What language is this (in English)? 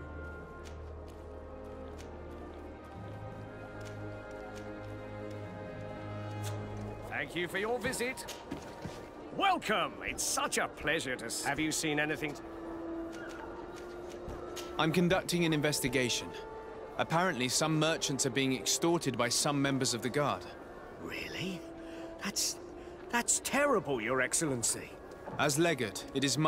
English